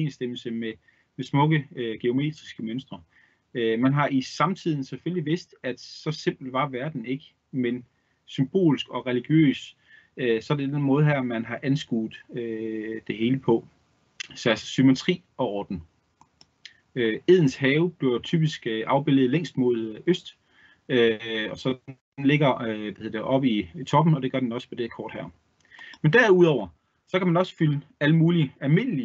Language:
Danish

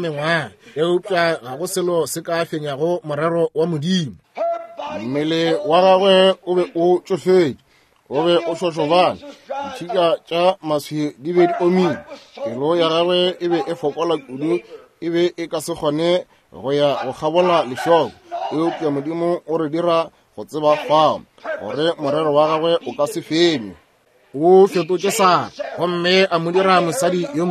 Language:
Northern Sotho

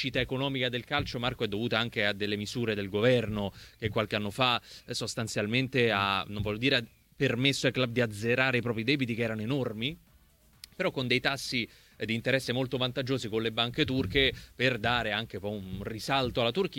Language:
Italian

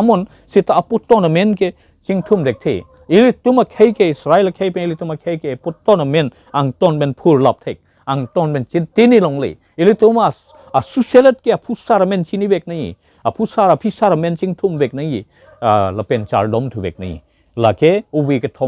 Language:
Karbi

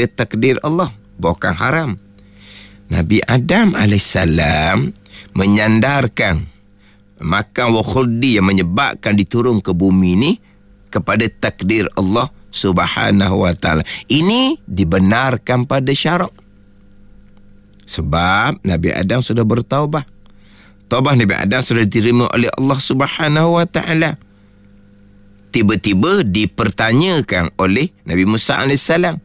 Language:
Malay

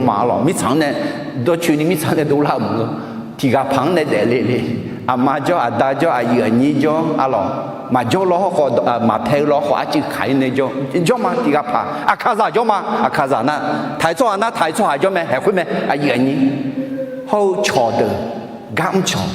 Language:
Akha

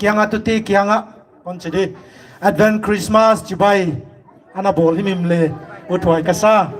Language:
Paite Chin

